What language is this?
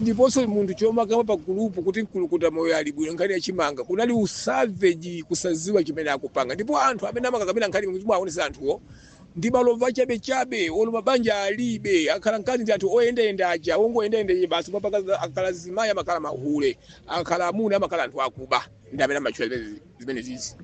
Nyanja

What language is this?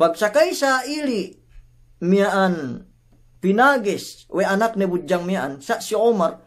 Yakan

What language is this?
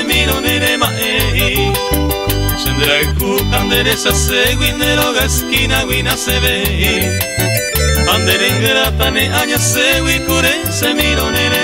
Guarani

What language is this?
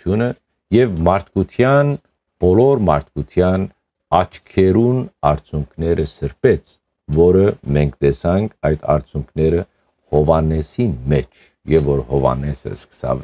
Western Armenian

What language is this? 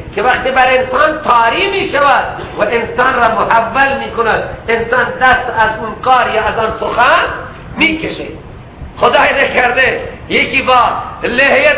Persian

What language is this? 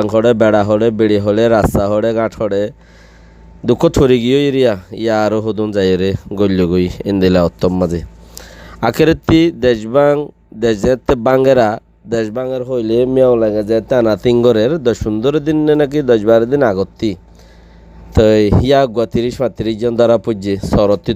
Rohingya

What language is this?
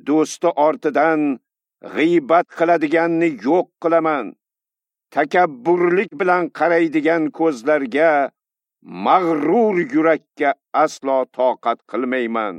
Uzbek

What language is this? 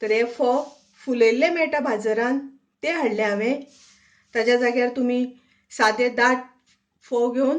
Konkani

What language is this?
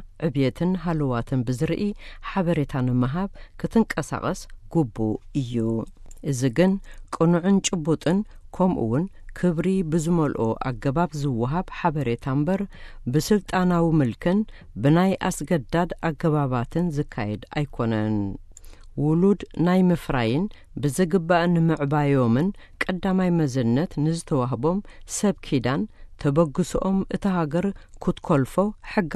Tigrinya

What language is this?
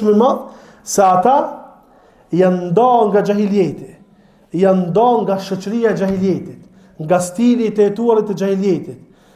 Albanian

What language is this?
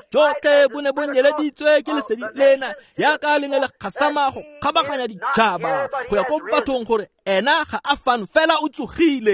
Tswana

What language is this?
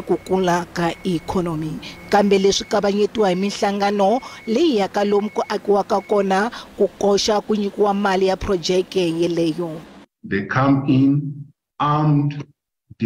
Tsonga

